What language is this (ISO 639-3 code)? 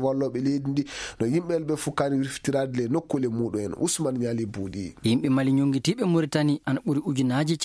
ffm